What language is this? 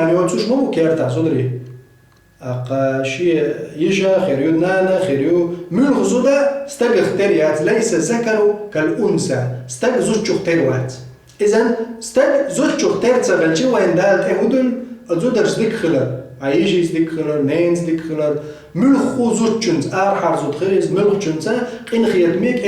Chechen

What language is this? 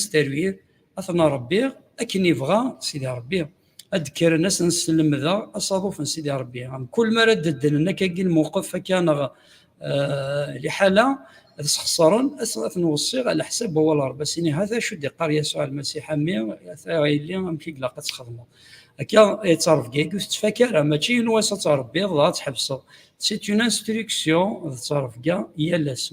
Kabyle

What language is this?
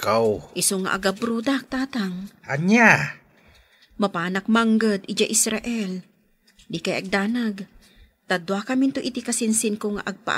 Iloko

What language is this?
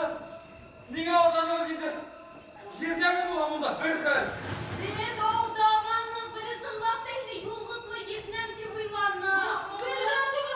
Bashkir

